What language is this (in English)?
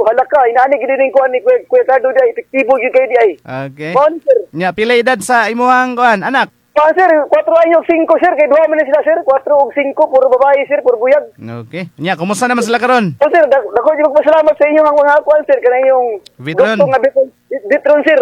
Cebuano